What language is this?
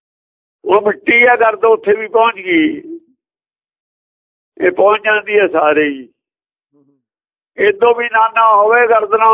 Punjabi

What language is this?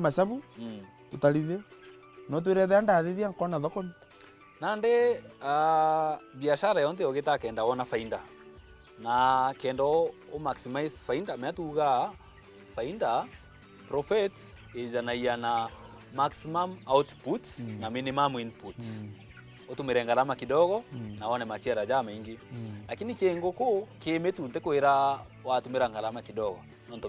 Meru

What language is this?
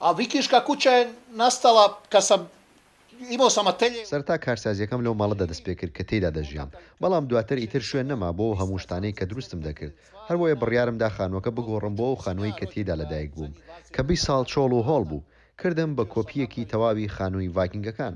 Central Kurdish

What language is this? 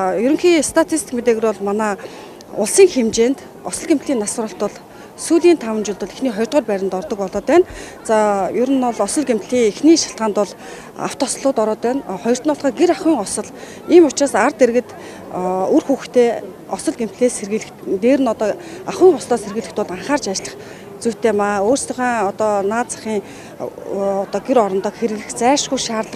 Mongolian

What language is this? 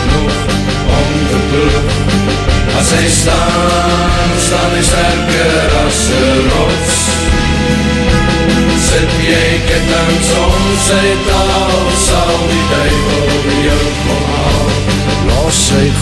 Afrikaans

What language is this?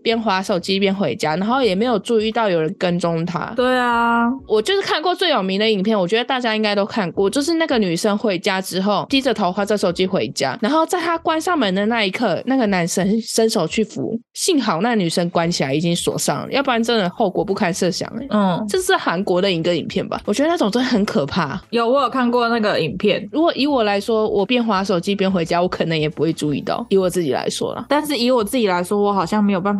Chinese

